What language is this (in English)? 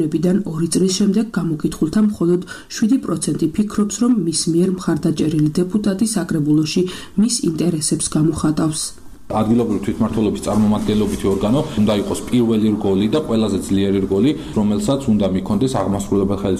Georgian